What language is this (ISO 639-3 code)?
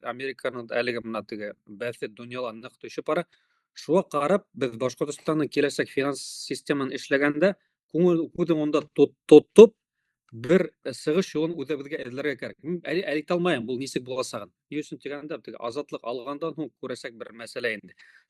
bak